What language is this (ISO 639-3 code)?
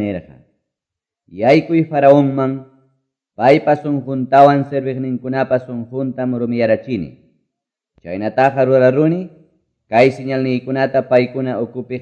que